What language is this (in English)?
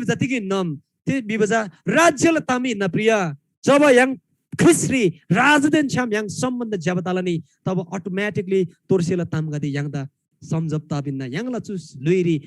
Eastern Tamang